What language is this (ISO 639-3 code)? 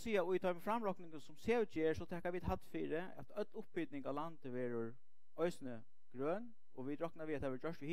fao